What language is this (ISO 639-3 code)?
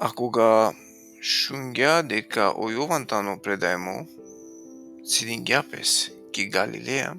rmn